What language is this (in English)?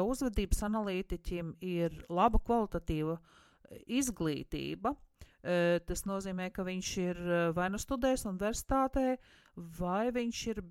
Latvian